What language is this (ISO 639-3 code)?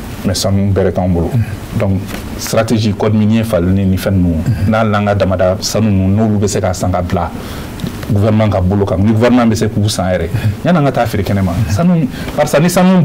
bam